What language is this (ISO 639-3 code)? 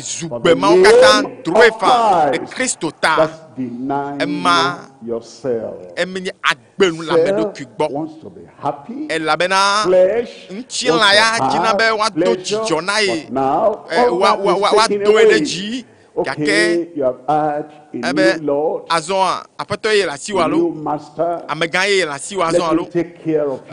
ewe